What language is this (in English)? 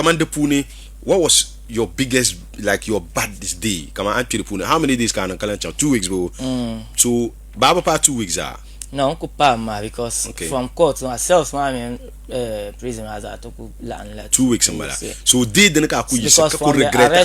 Dagbani